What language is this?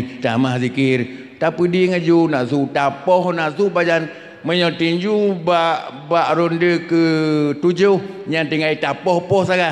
Achinese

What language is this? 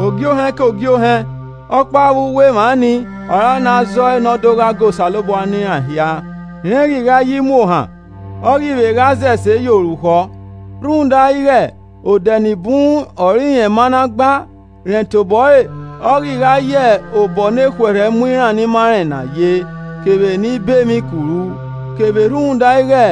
Esan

